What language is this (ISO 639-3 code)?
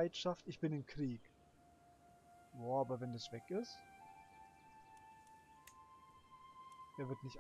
deu